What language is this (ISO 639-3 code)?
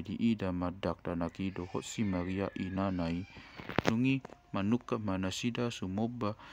bbc